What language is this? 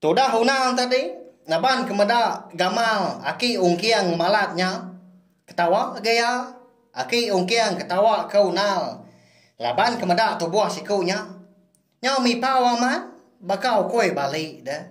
Iban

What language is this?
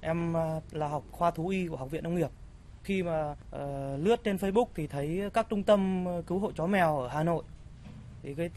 Vietnamese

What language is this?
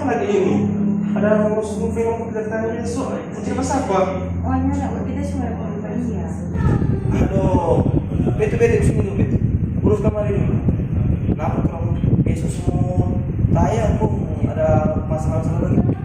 Manado Malay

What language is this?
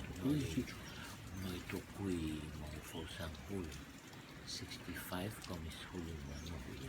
Rotuman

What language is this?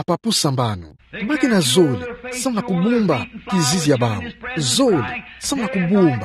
Kituba (Democratic Republic of Congo)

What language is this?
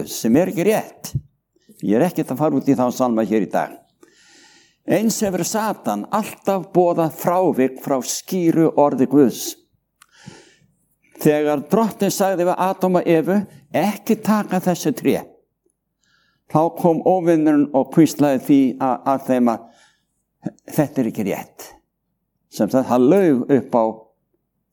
Icelandic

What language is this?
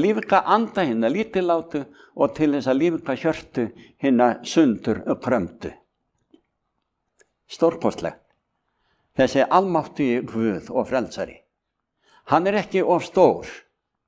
Icelandic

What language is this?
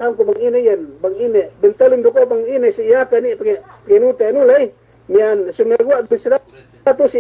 Yakan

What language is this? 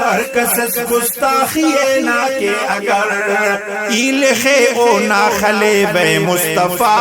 Brahui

